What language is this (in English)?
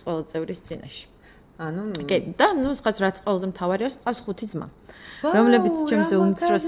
Georgian